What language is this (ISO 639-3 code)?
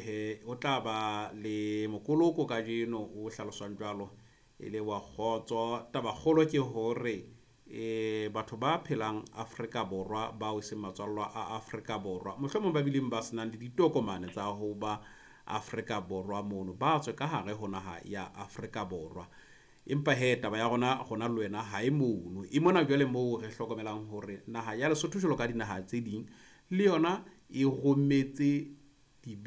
sot